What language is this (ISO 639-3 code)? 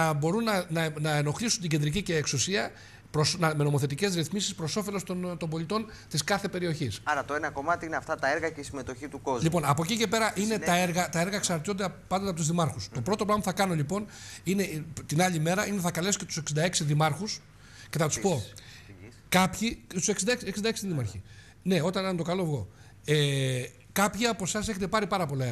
ell